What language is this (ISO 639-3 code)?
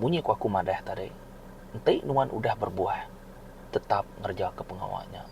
iba